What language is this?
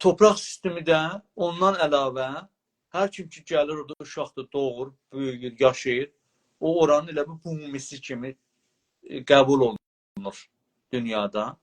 South Azerbaijani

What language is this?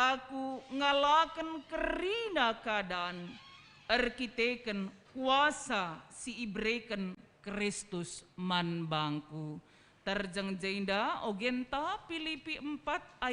Batak Karo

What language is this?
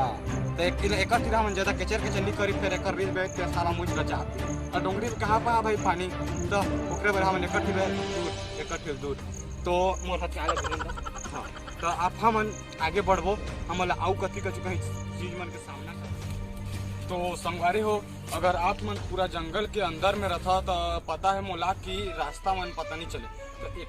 Chhattisgarhi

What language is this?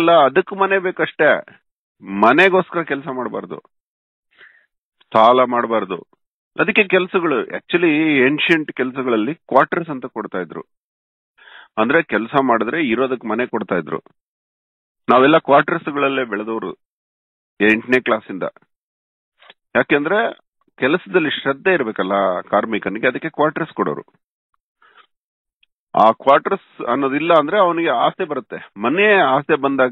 Kannada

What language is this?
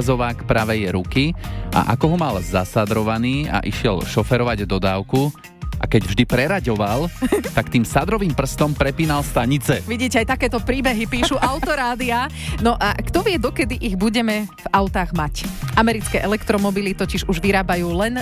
Slovak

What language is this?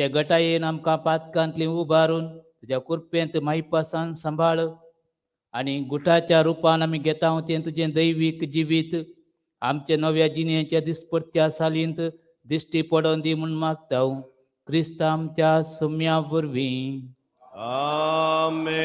Konkani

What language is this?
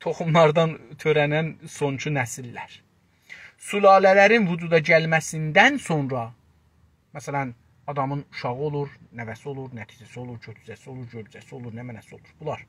South Azerbaijani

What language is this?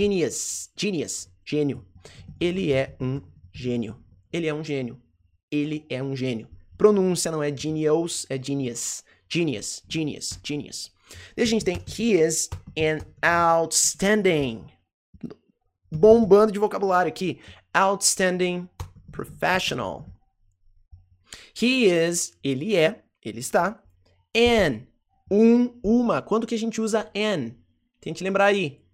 Portuguese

